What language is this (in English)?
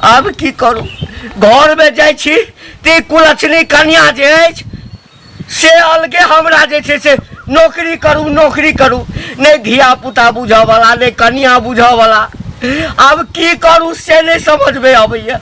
Maithili